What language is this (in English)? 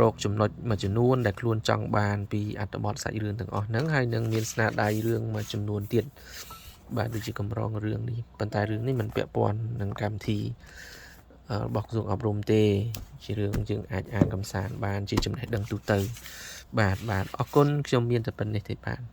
Khmer